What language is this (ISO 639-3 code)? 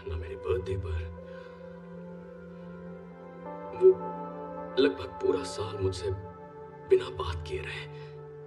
hin